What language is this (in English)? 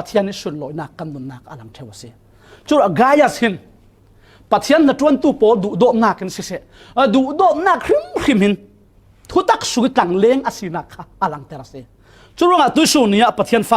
Falam Chin